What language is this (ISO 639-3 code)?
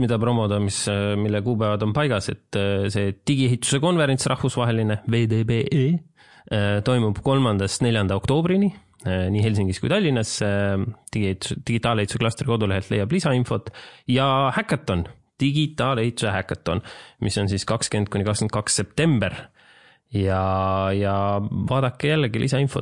est